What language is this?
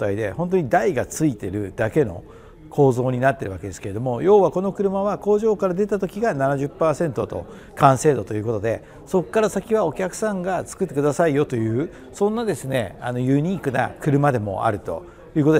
Japanese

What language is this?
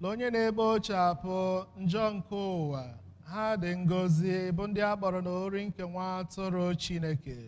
Igbo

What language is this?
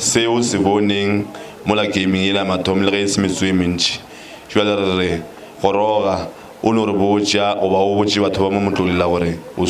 Northern Sotho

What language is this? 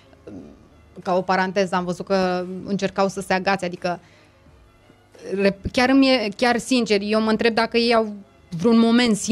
Romanian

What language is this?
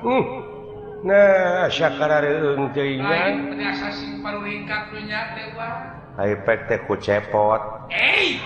Sundanese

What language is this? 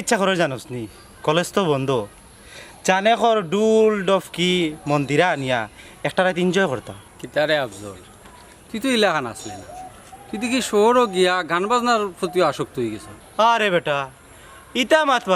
Sylheti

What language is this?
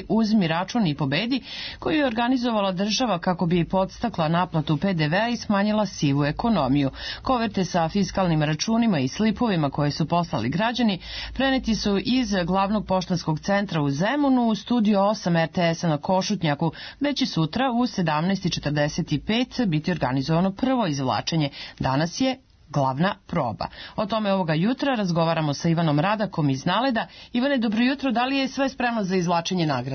Serbian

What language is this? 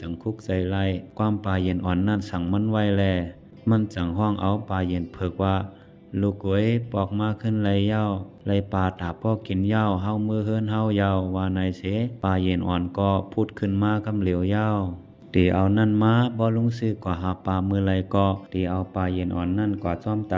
Shan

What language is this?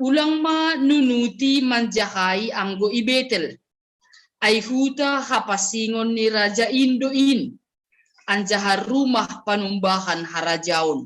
Batak Simalungun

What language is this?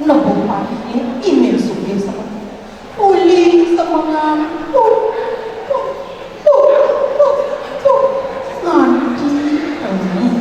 Balinese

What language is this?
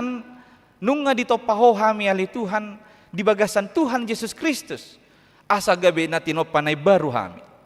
Batak Toba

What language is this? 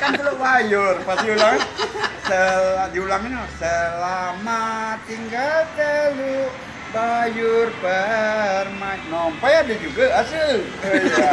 Musi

